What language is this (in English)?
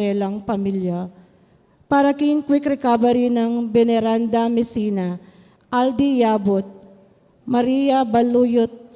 Pampanga